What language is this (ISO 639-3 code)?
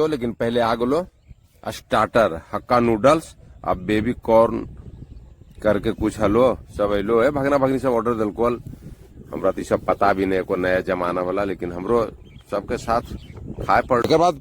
mag